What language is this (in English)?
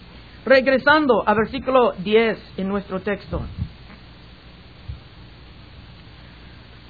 Spanish